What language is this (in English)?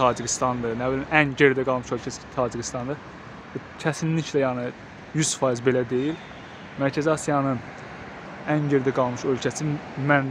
Azerbaijani